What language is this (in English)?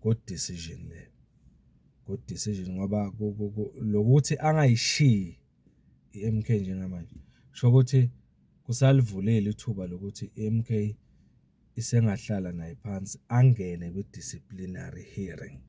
Zulu